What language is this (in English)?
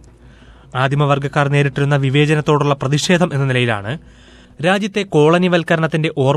Malayalam